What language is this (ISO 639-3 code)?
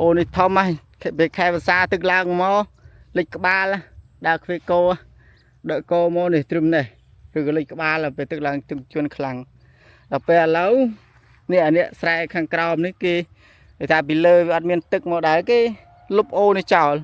khm